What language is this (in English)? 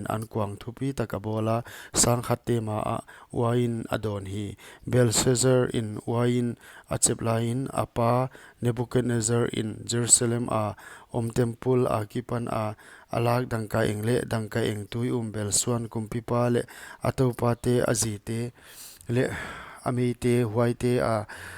Paite Chin